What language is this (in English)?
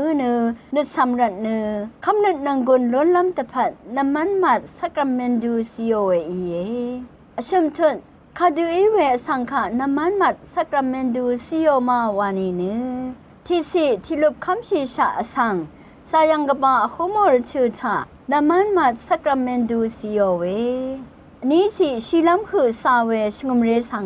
Rawang